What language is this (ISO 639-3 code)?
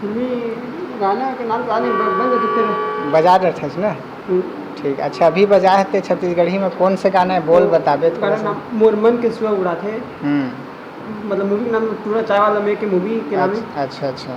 hne